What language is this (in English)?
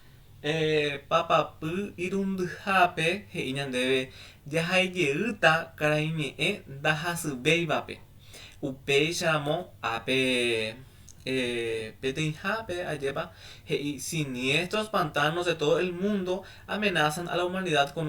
Guarani